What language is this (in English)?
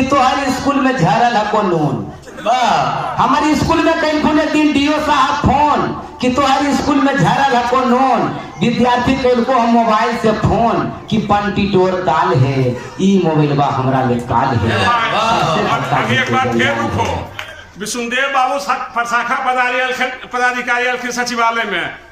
Magahi